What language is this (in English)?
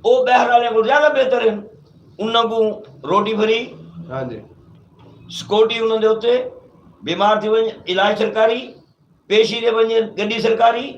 Saraiki